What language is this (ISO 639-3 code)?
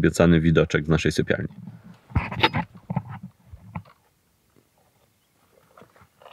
pol